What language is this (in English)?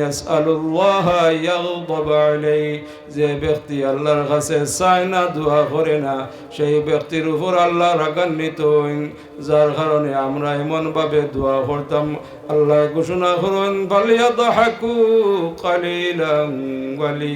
Sylheti